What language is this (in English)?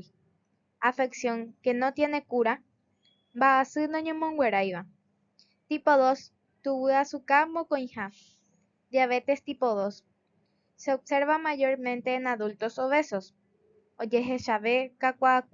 Guarani